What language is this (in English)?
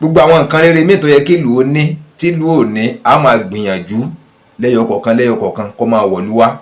Yoruba